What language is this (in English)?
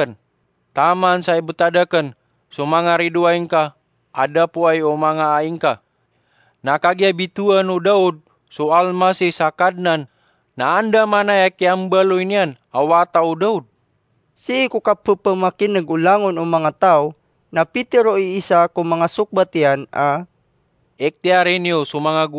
Maranao